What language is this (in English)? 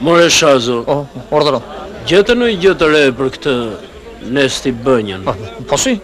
Albanian